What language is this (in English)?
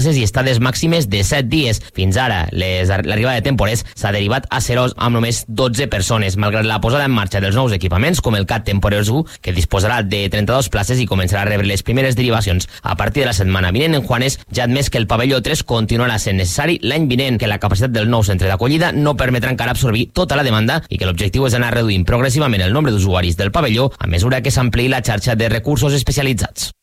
Catalan